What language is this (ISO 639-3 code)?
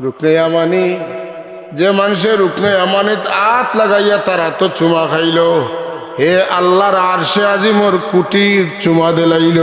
syl